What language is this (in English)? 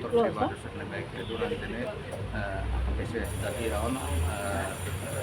Tetum